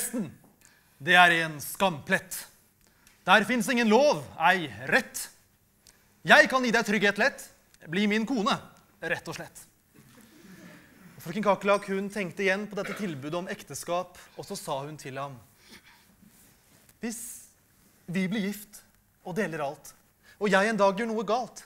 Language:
Norwegian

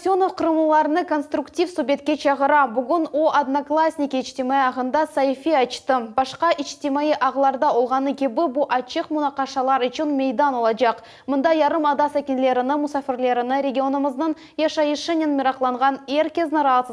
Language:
Crimean Tatar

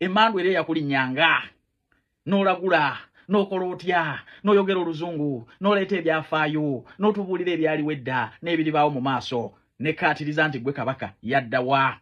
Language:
Ganda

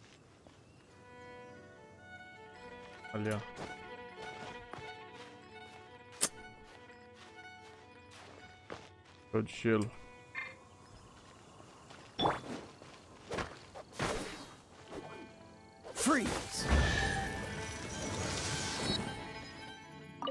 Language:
Portuguese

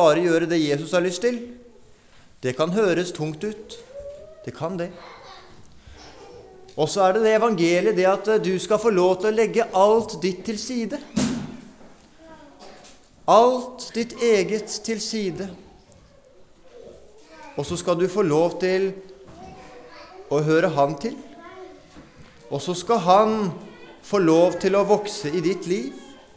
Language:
Norwegian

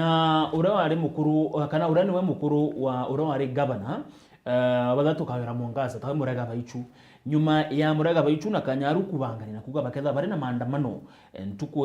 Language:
Meru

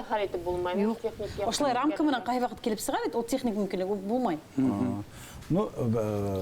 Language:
Bashkir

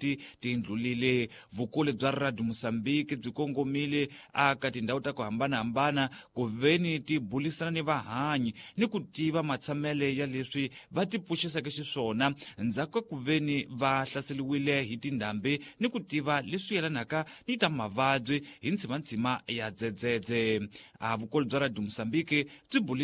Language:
Tsonga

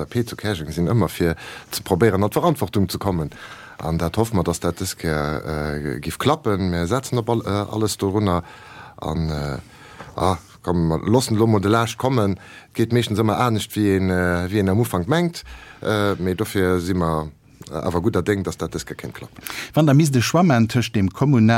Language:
Luxembourgish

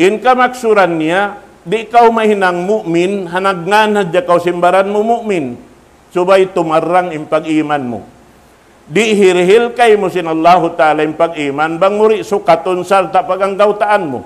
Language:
Tausug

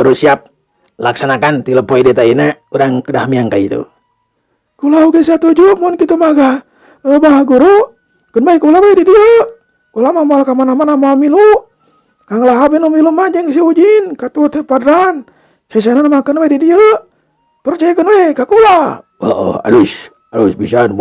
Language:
Sundanese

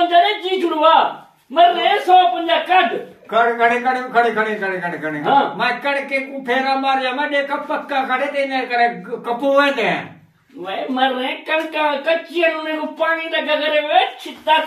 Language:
Saraiki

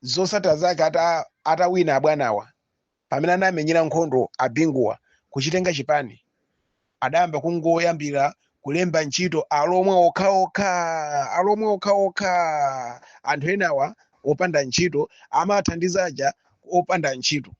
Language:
Nyanja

